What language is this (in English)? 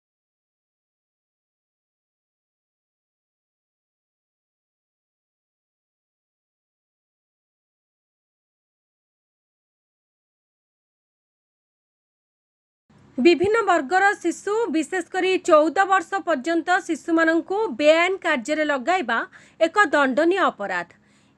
Odia